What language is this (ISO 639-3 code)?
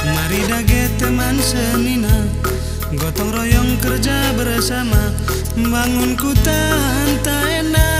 btx